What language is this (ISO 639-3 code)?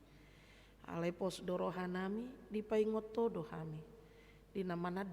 bbc